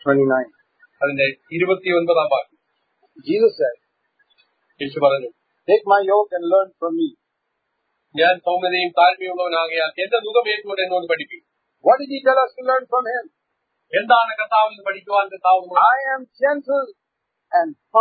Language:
Malayalam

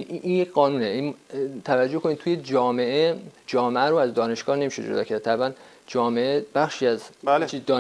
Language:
Persian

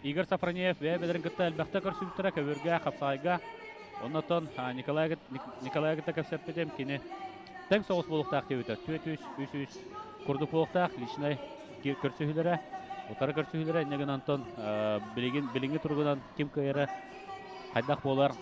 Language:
Yakut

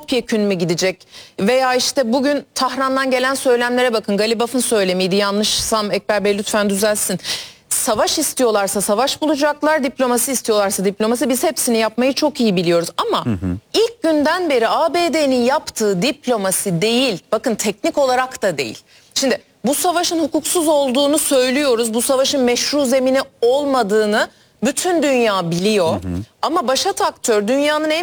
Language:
Turkish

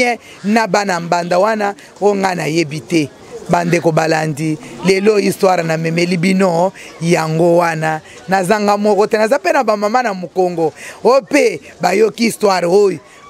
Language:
Lingala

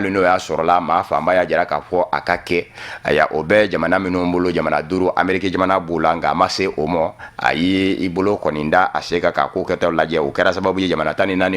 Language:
Bambara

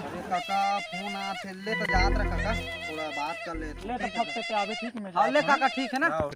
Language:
Chhattisgarhi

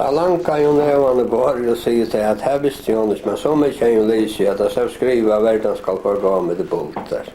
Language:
Faroese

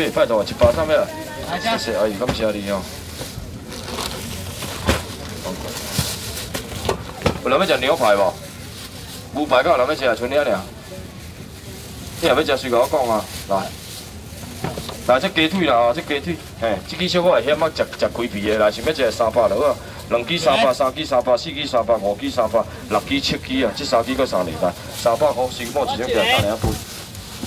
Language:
Min Nan Chinese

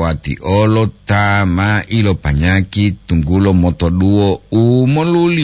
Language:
Gorontalo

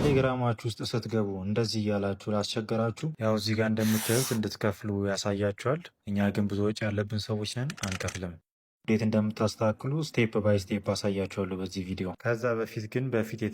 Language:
Amharic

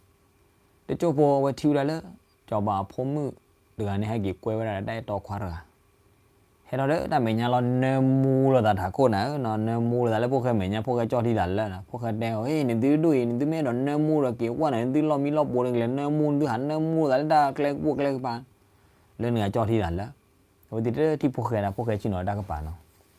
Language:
S'gaw Karen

